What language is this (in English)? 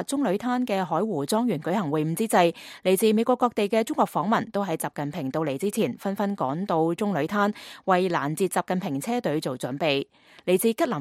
Cantonese